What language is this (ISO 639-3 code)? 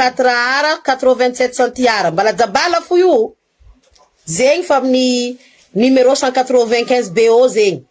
mlg